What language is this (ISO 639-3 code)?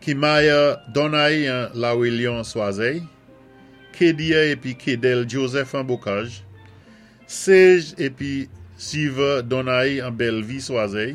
acf